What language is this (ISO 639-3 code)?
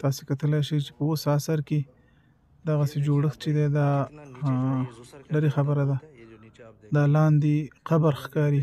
pus